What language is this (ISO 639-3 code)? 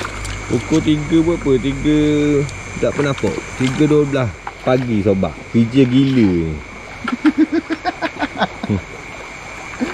msa